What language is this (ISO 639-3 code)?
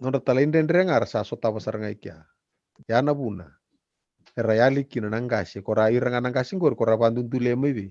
fij